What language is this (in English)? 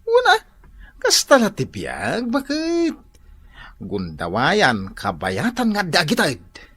Iloko